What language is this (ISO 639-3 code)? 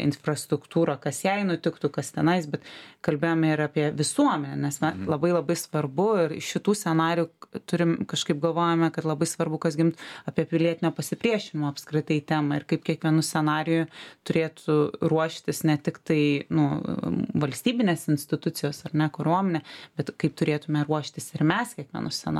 lit